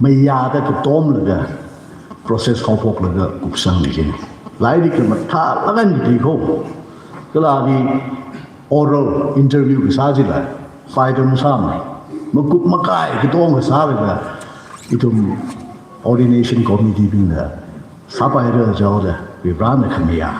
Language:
Tangkhul Naga (India)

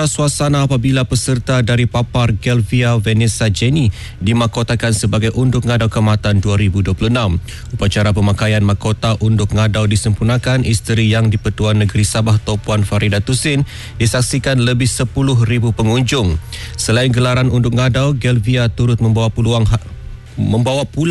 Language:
Malay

